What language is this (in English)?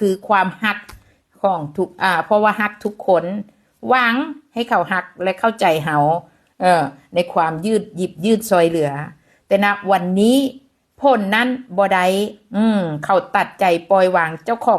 Northeastern Thai